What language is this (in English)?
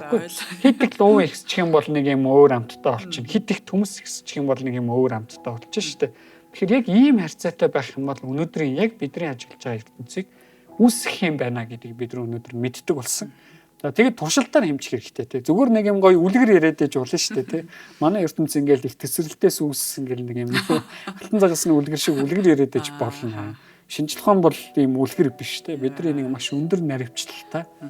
Mongolian